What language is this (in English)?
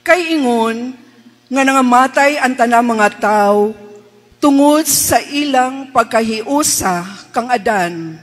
Cebuano